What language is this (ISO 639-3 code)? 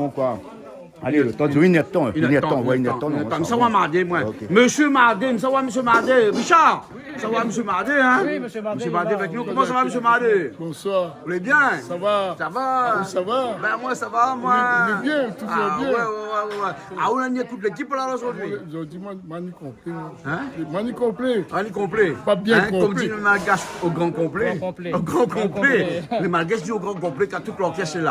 rcf